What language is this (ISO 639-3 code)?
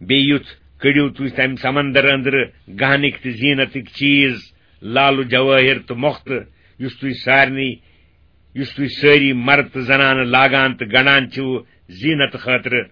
kas